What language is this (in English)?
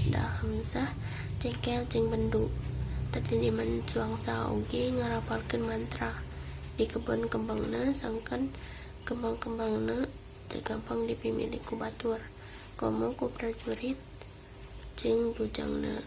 Sundanese